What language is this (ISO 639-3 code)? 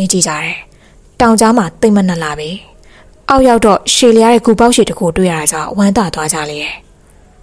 mya